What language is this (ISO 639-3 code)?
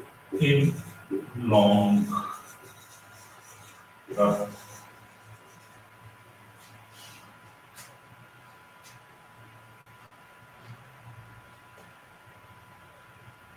urd